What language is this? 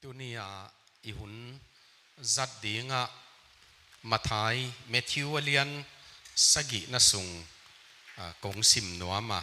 Tedim Chin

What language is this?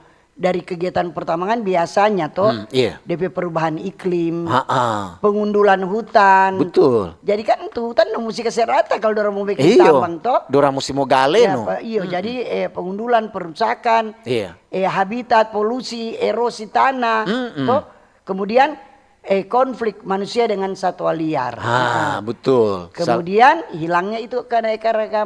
Manado Malay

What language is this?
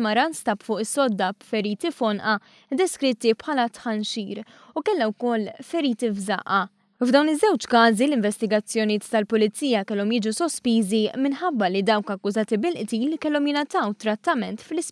Maltese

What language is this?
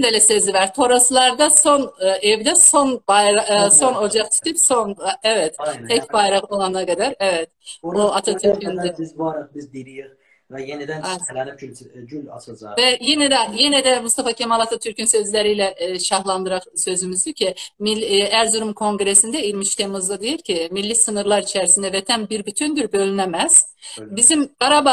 South Azerbaijani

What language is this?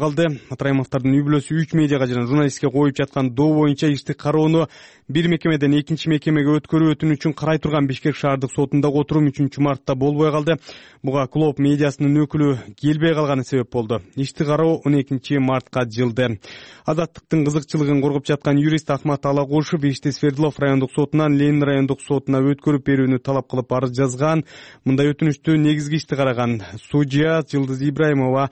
Kyrgyz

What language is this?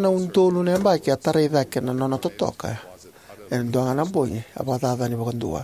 Fijian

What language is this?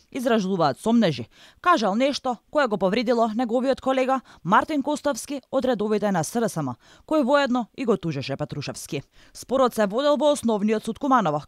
Macedonian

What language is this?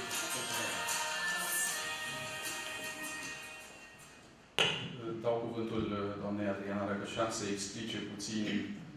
Romanian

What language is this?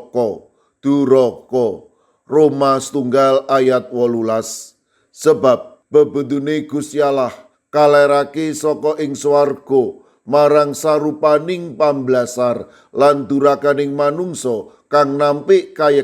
Javanese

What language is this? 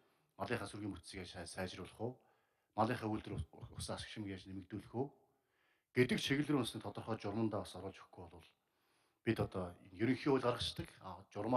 Mongolian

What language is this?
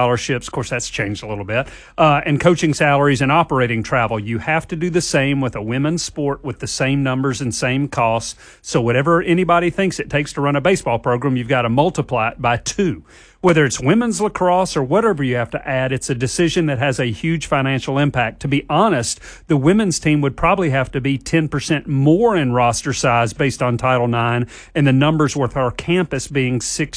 English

